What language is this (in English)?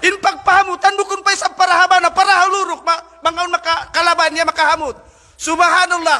Tausug